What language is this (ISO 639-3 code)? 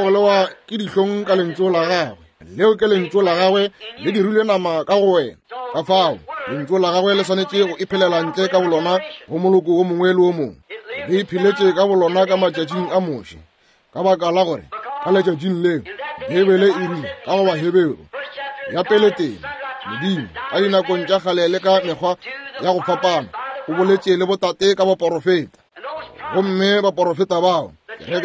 nso